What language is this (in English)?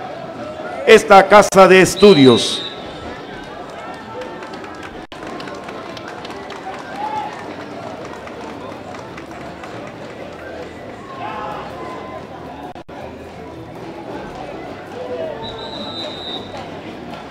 Spanish